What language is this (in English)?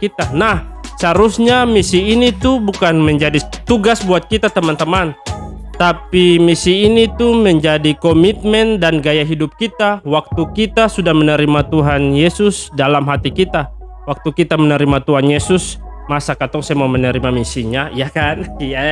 Ambonese Malay